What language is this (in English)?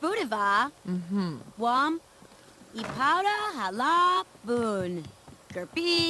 Bavarian